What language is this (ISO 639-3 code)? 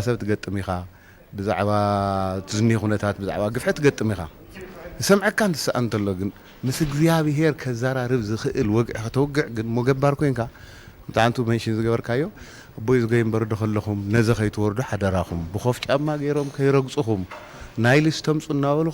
tir